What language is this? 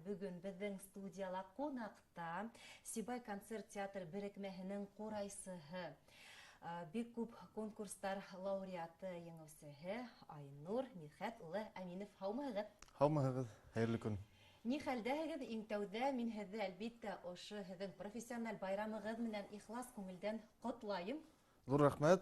Bashkir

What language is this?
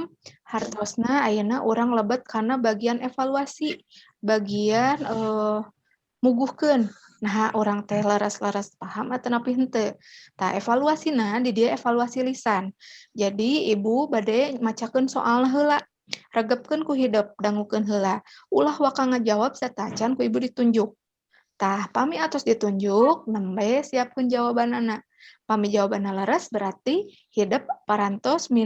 Sundanese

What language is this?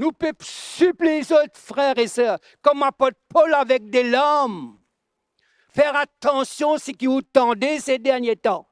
Morisyen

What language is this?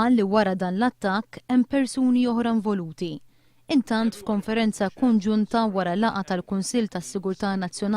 Maltese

